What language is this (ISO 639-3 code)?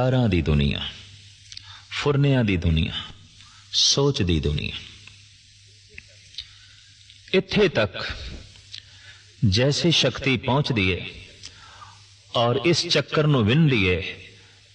pan